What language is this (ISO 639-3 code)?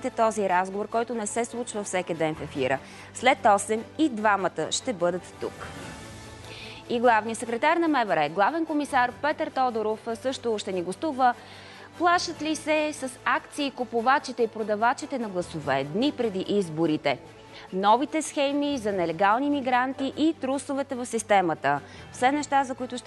bul